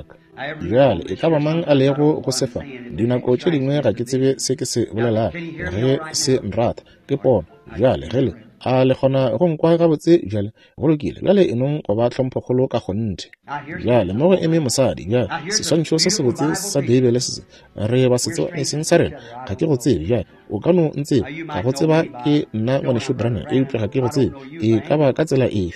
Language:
Northern Sotho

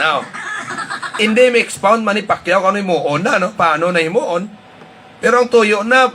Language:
Hiligaynon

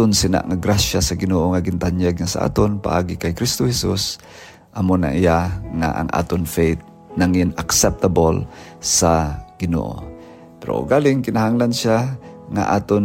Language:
Hiligaynon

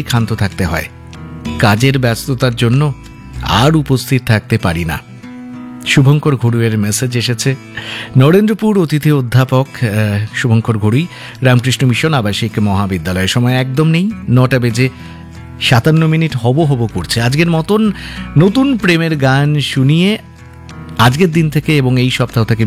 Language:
Bangla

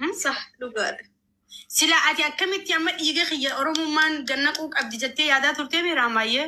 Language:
Oromo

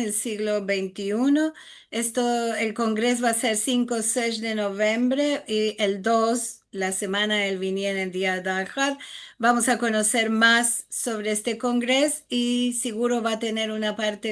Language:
Ladino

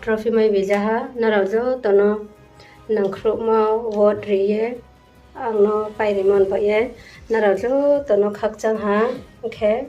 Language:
Riang (India)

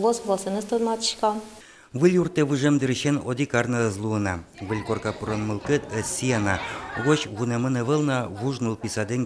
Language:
Udmurt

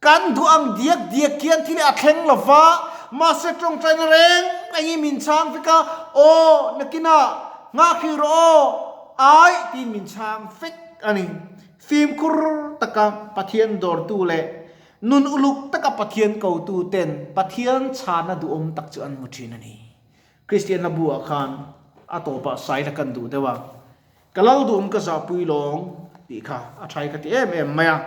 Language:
Mizo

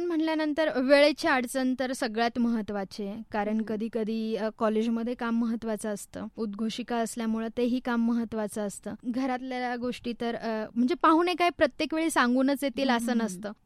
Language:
Marathi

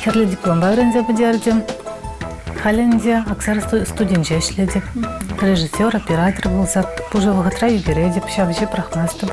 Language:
Chuvash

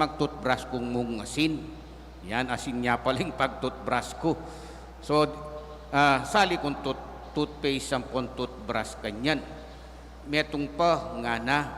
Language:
Pampanga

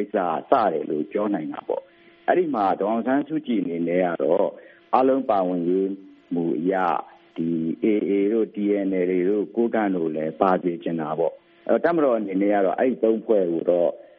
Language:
Burmese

